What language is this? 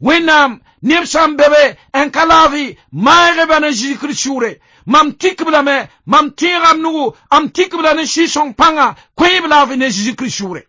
Mossi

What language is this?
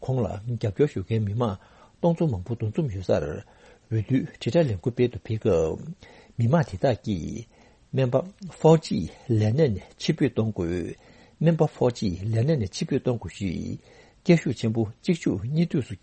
Tibetan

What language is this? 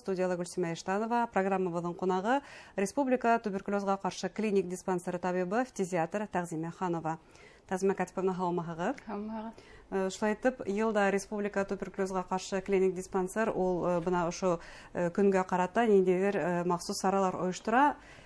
Bashkir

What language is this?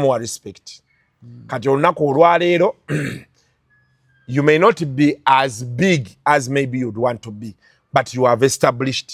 Ganda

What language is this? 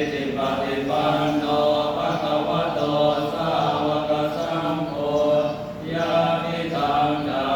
Pali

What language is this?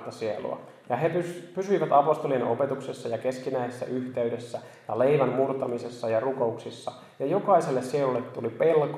Finnish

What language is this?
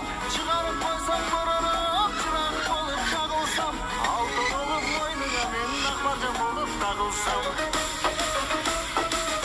Kyrgyz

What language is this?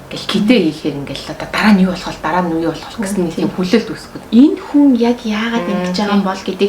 Mongolian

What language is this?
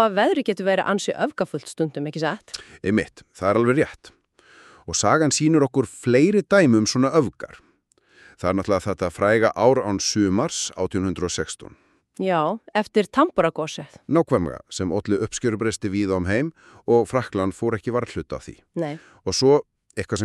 Icelandic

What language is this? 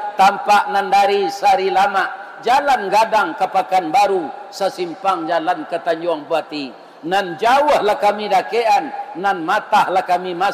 Minangkabau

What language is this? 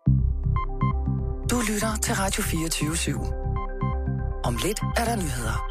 Danish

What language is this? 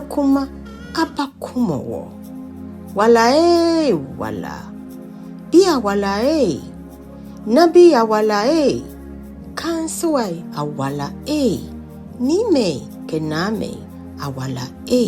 Ga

